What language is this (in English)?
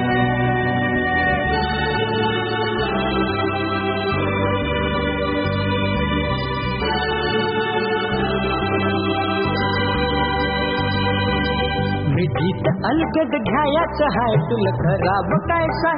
Marathi